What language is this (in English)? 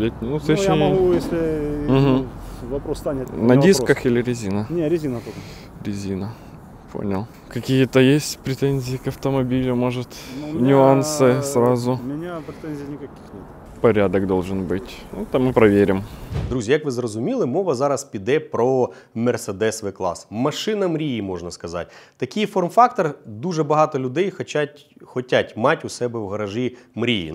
Russian